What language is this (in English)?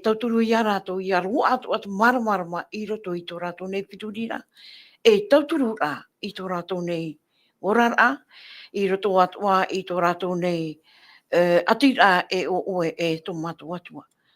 Tahitian